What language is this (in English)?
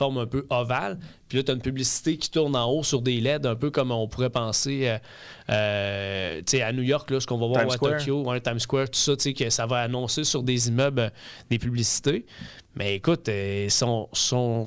French